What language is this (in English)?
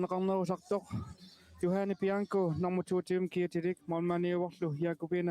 Kalaallisut